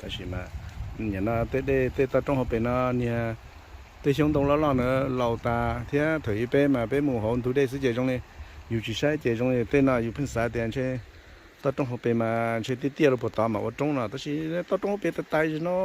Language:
Hmong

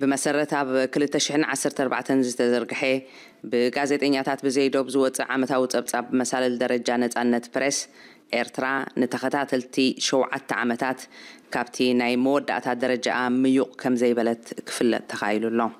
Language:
Tigrinya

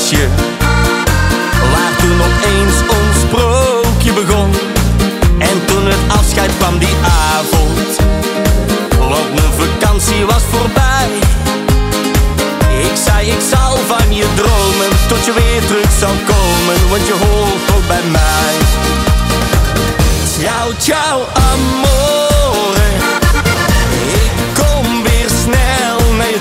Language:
Dutch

